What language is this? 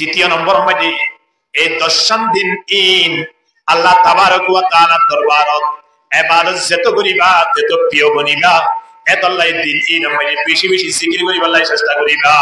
Rohingya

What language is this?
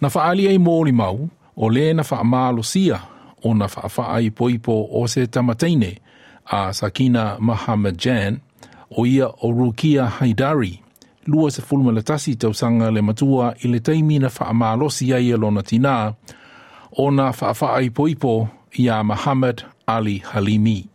Samoan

